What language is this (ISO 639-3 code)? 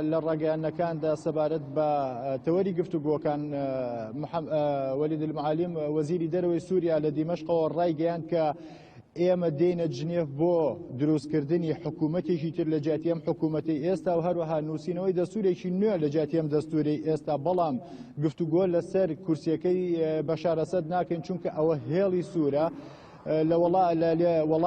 ckb